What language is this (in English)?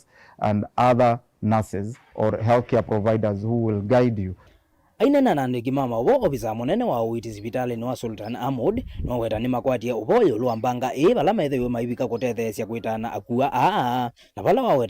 Kamba